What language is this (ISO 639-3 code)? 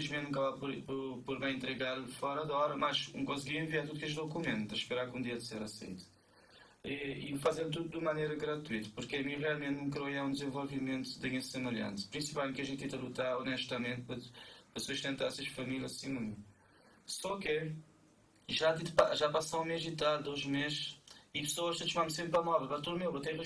kea